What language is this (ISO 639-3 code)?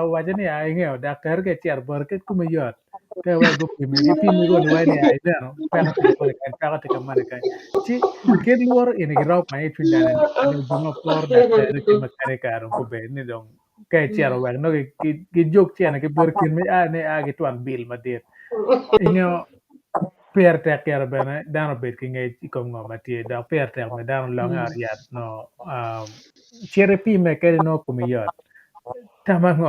ach